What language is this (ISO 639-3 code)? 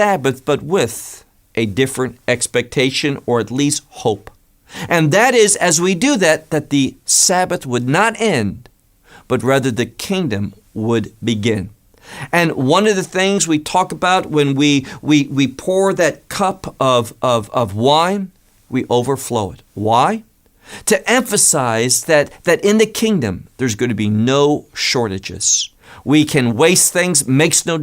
eng